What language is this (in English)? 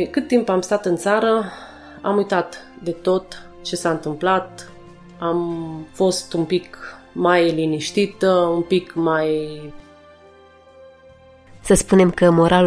Romanian